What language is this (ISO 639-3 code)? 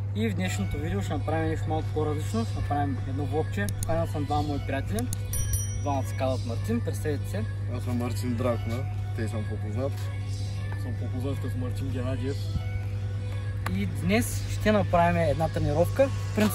bul